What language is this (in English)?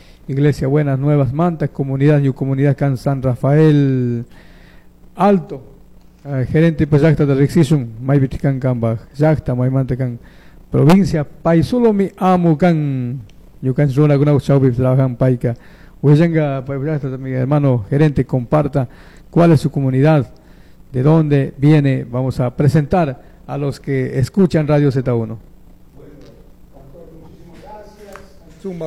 Chimborazo Highland Quichua